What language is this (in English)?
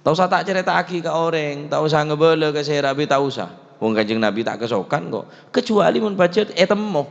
Madurese